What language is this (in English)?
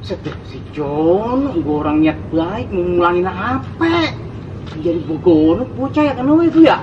Betawi